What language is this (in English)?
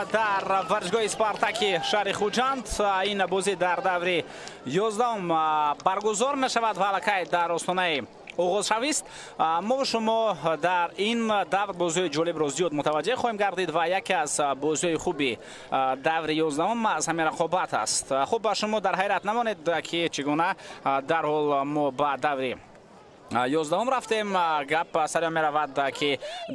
Tajik